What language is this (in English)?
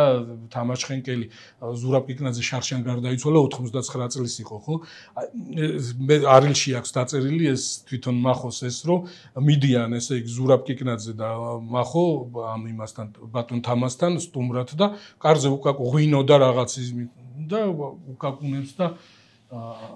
Georgian